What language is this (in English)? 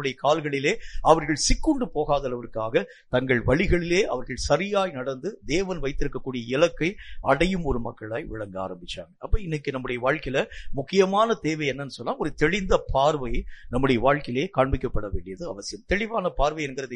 Tamil